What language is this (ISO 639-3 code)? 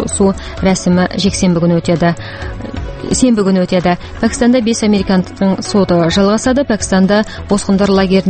kaz